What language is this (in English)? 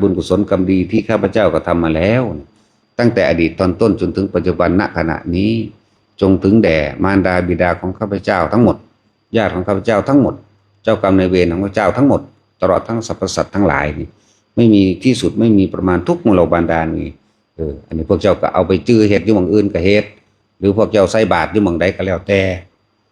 Northeastern Thai